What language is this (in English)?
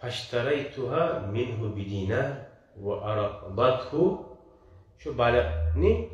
Kumyk